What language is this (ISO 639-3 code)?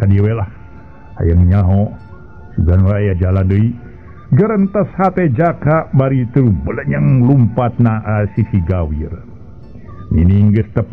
sun